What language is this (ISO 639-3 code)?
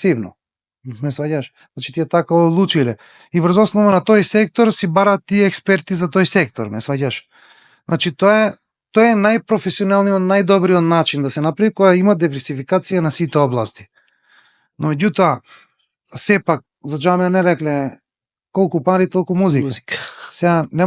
mkd